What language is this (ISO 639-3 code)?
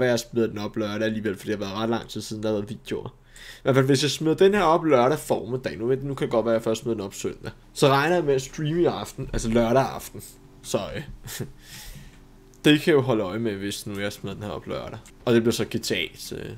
dan